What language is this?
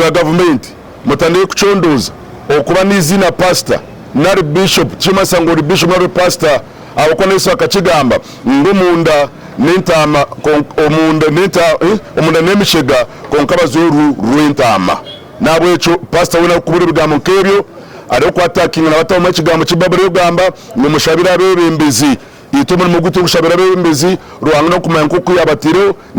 Nyankole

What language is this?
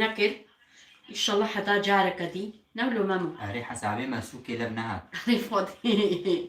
Kurdish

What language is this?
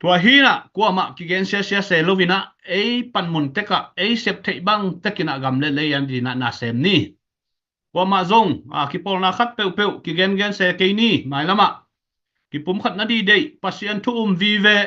Tedim Chin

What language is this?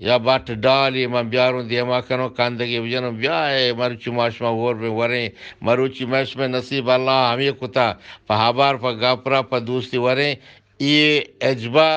Eastern Balochi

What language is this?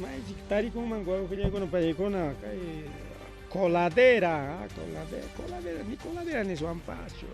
Ayacucho Quechua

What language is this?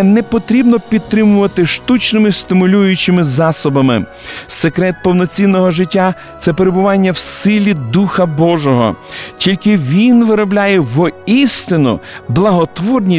Ukrainian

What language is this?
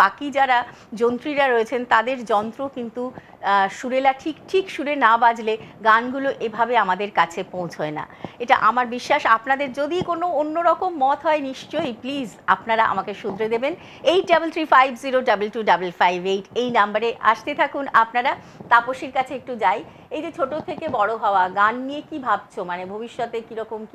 Bangla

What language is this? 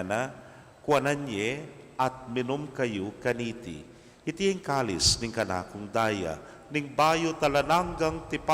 Pampanga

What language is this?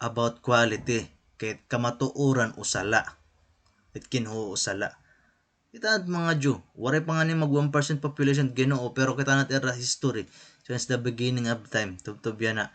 Waray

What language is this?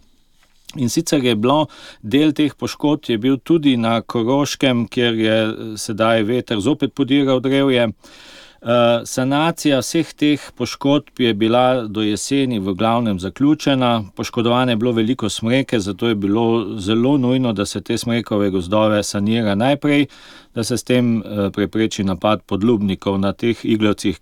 Slovenian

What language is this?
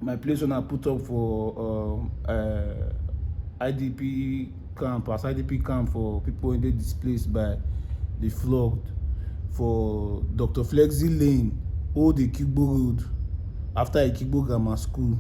Nigerian Pidgin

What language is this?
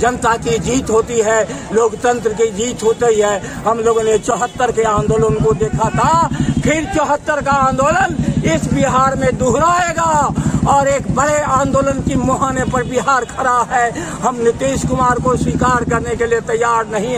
Hindi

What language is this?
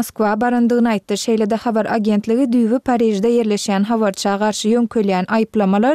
Turkmen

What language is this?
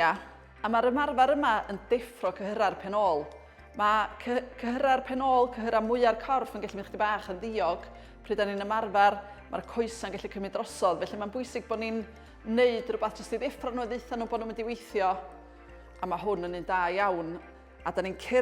Welsh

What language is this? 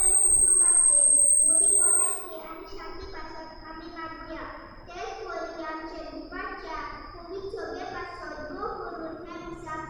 Konkani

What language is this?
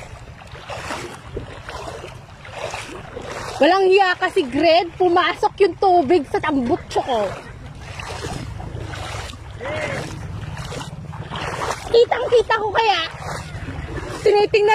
Filipino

